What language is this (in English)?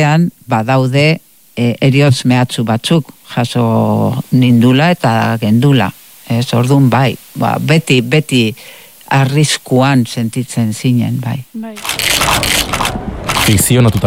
Basque